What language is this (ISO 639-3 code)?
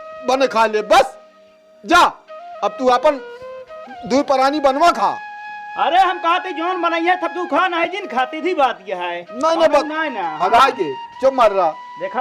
awa